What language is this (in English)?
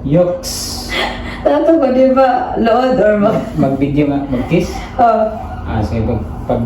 Cebuano